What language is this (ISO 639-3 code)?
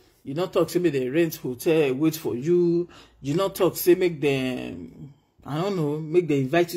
pcm